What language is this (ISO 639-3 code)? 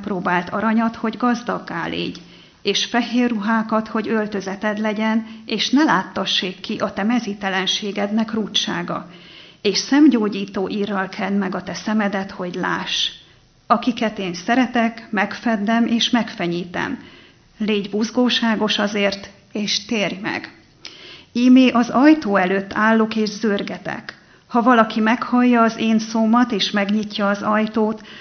hun